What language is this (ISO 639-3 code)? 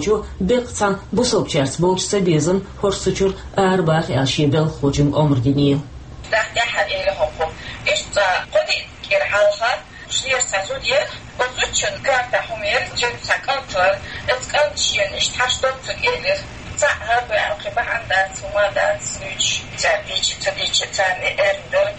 che